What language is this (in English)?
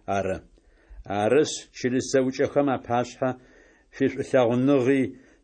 Adyghe